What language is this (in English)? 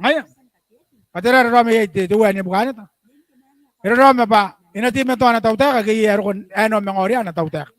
Gilbertese